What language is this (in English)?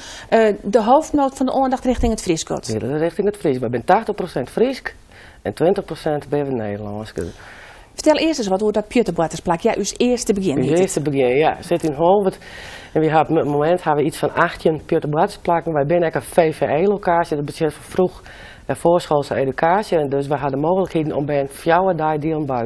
Western Frisian